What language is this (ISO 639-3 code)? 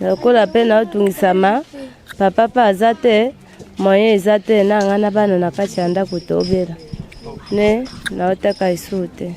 lin